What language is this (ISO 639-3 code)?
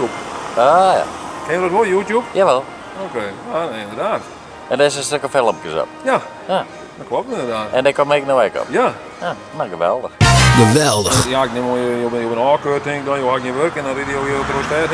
fry